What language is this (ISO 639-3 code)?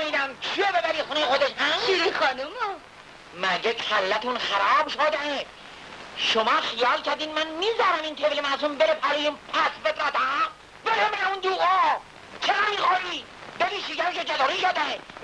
fas